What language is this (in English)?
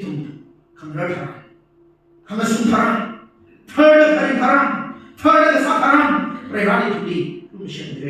Tangkhul Naga (India)